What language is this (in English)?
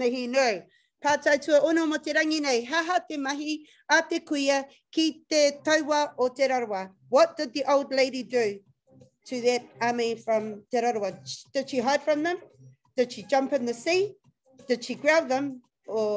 Māori